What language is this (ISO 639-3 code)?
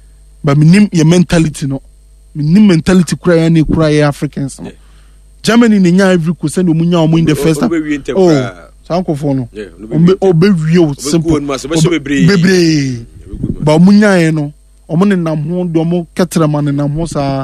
aka